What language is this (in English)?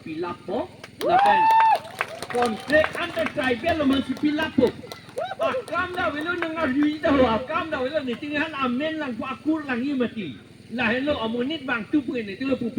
Karbi